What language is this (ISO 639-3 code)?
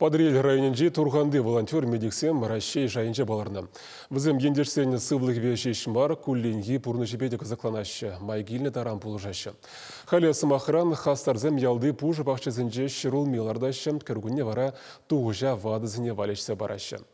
chv